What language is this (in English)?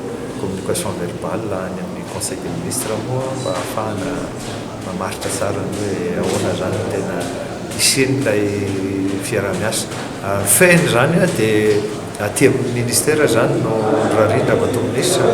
Malagasy